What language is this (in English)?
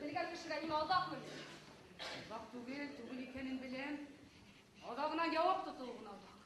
Bashkir